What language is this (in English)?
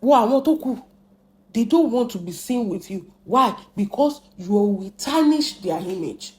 Yoruba